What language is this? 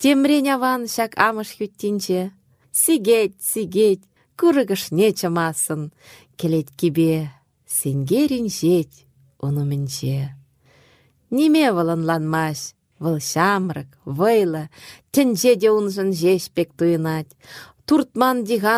Chuvash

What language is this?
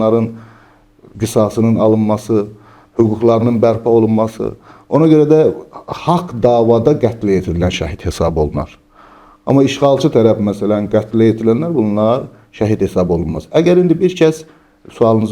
Azerbaijani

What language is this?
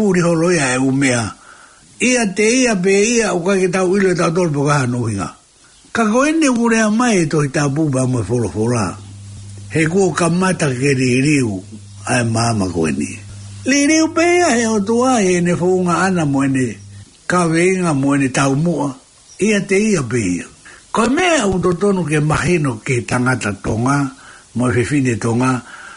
Tongan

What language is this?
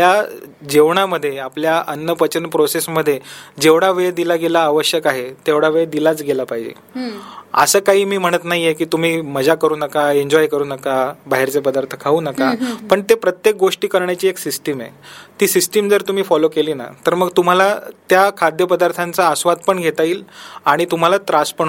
Marathi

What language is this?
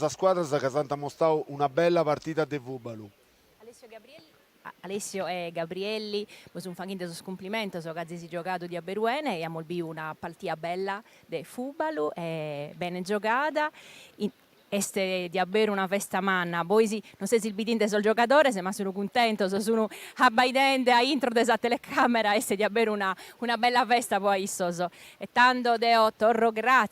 Sardinian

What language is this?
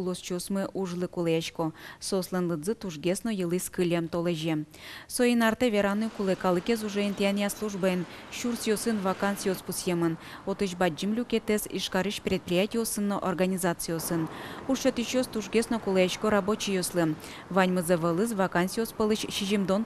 Udmurt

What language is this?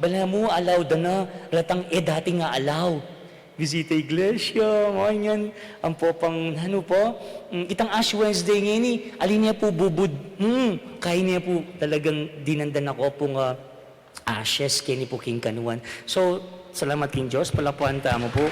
Pampanga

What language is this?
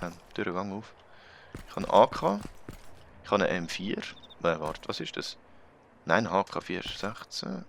Swiss German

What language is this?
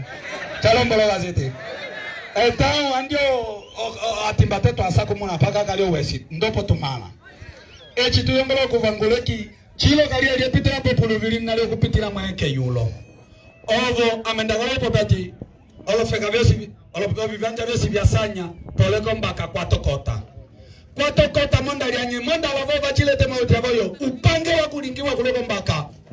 Umbundu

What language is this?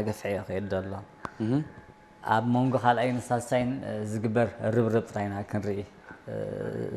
Tigrinya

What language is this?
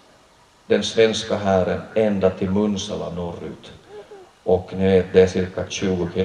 Swedish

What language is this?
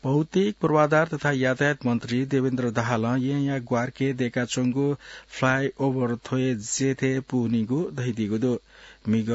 Newari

